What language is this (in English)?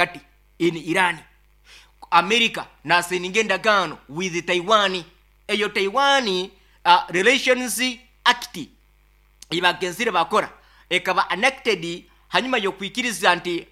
Nyankole